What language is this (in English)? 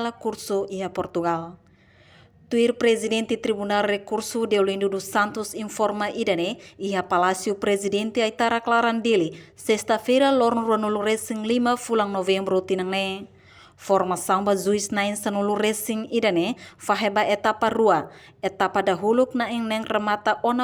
Tetum